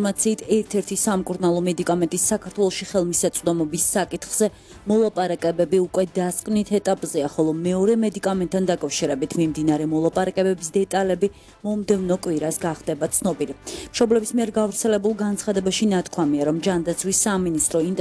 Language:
Georgian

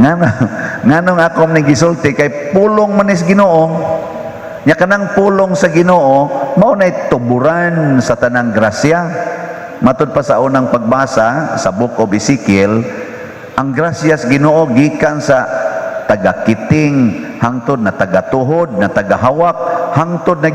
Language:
Cebuano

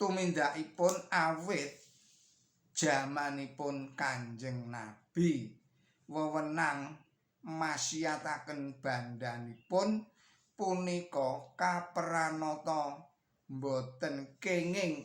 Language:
Javanese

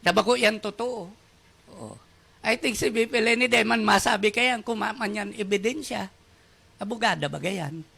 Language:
Bikol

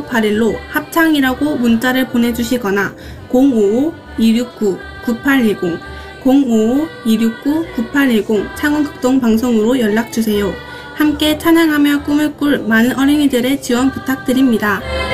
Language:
Korean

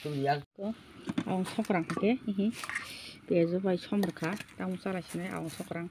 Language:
Kok Borok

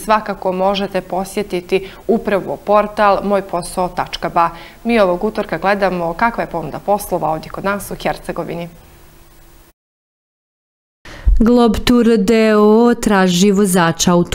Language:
Bosnian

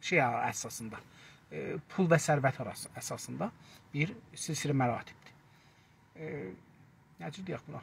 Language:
South Azerbaijani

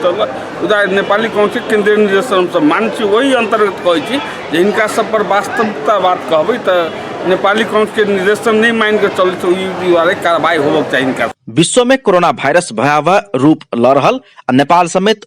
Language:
Maithili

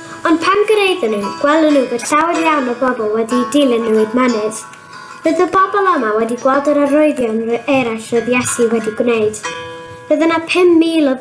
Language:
Welsh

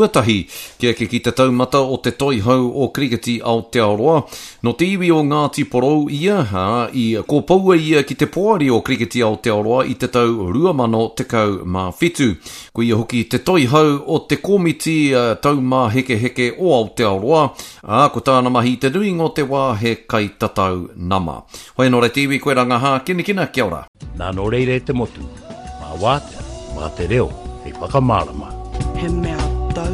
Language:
Māori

